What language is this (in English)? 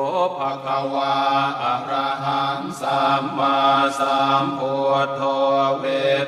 Pali